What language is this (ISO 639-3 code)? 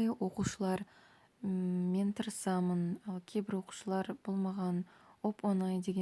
kaz